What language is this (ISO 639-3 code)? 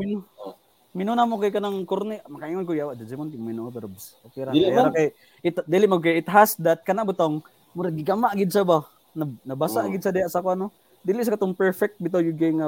fil